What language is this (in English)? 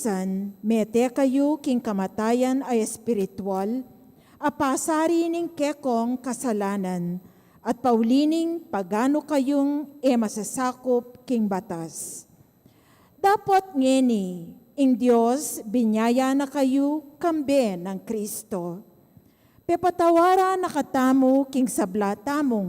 Pampanga